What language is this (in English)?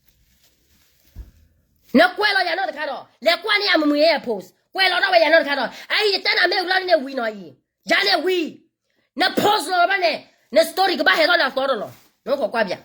S'gaw Karen